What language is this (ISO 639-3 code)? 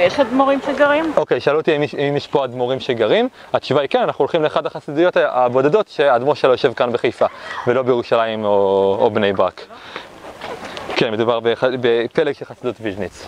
heb